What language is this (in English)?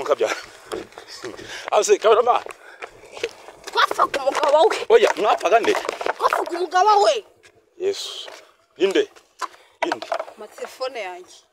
Kinyarwanda